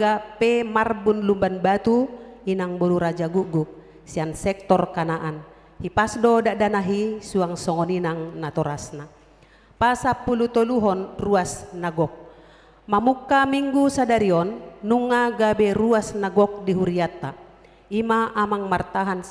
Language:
Batak Toba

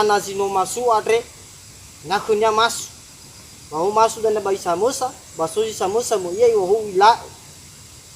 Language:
Nias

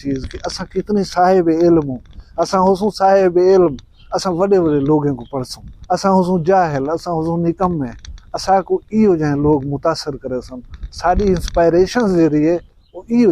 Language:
Saraiki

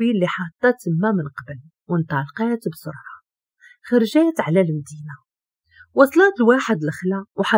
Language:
Moroccan Arabic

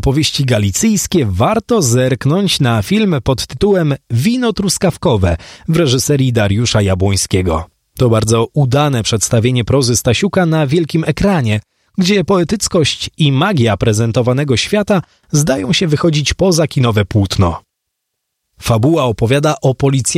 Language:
Polish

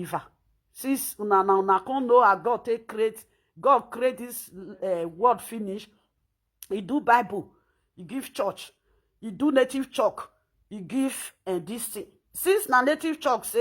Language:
Nigerian Pidgin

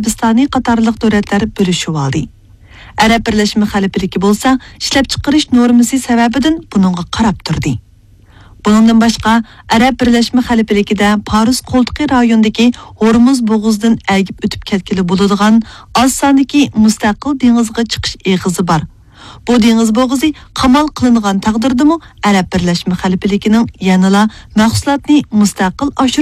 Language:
Uyghur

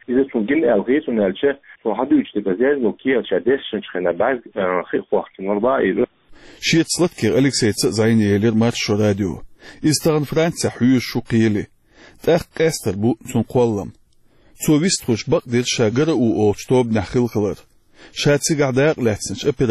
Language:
Chechen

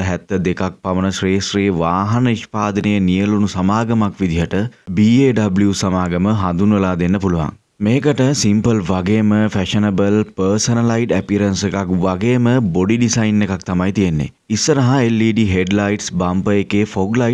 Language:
Sinhala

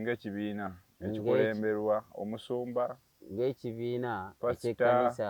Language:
Ganda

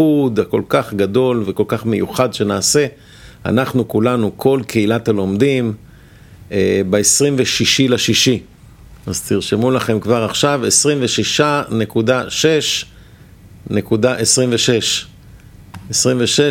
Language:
Hebrew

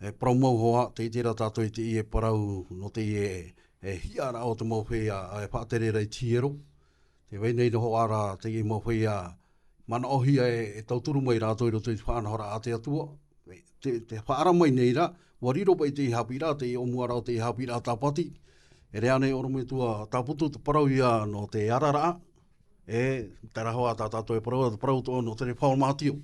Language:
Tahitian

